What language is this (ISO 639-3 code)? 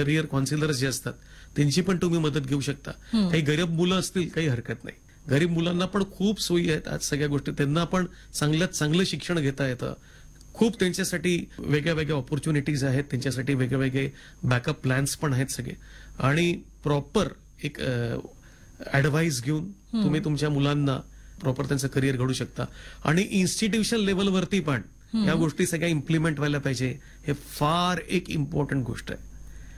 mar